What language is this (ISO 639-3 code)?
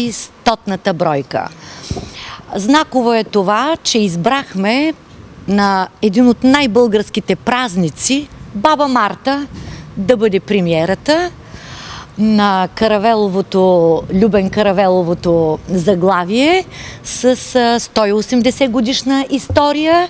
bul